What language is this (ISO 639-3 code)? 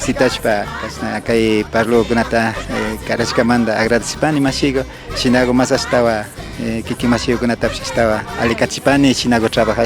qvi